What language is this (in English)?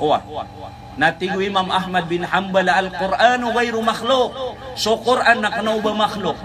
Maranao